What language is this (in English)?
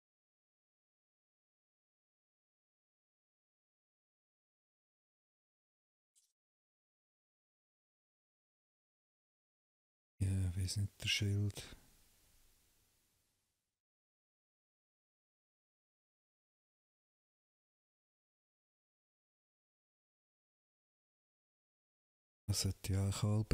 German